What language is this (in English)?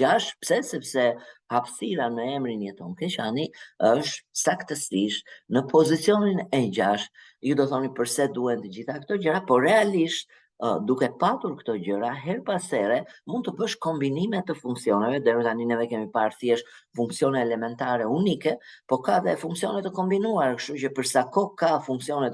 Albanian